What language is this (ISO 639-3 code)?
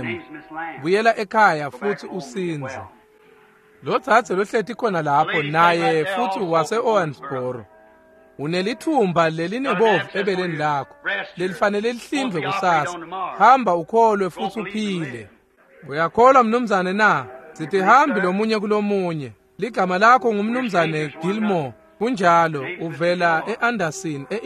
ssw